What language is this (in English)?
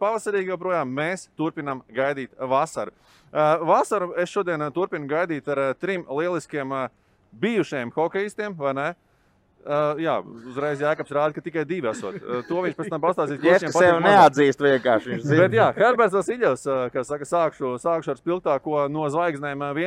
Latvian